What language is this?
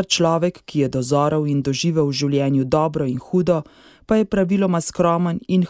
Slovenian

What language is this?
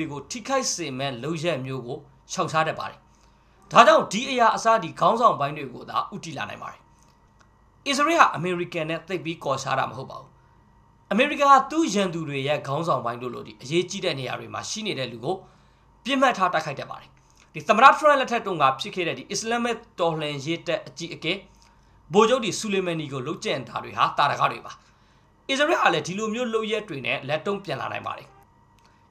Burmese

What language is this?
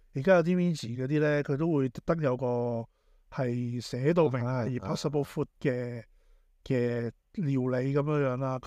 Cantonese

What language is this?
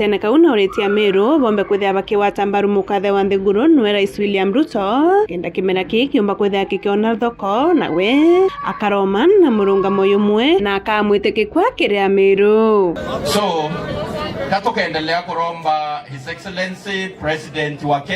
Meru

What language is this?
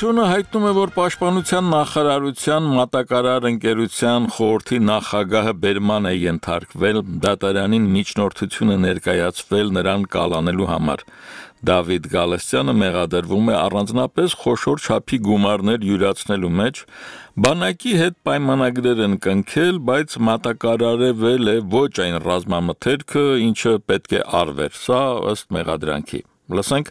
Armenian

